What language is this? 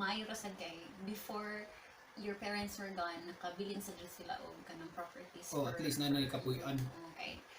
Cebuano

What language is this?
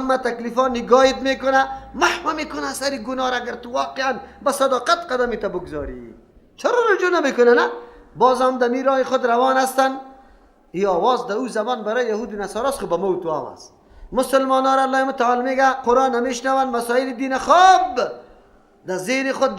Persian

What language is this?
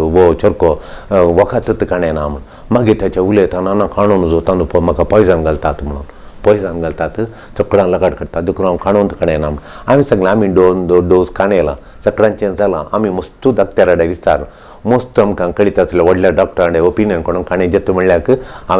Konkani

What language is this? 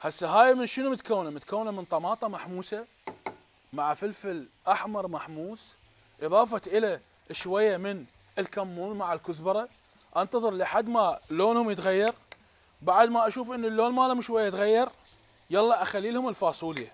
Mesopotamian Arabic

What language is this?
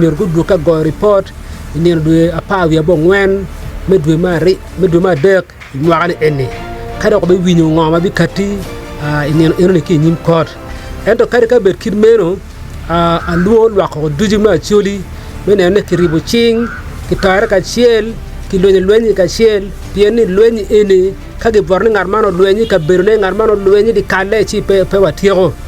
Acoli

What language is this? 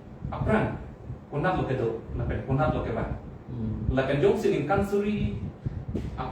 Karbi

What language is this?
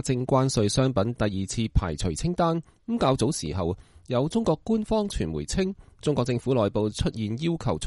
Cantonese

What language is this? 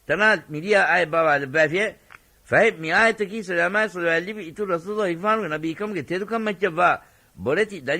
Divehi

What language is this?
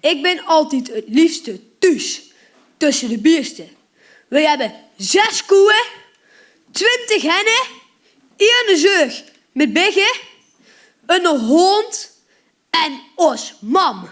Limburgish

